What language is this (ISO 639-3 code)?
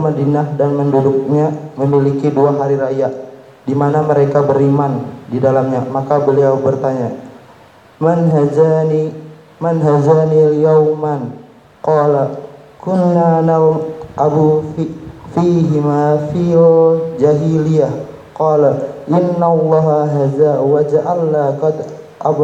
ind